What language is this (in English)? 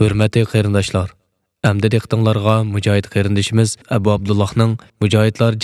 Uyghur